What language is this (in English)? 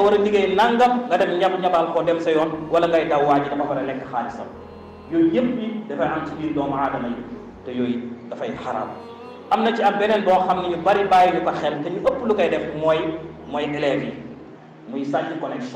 Wolof